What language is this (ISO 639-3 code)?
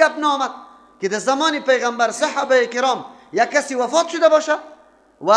fas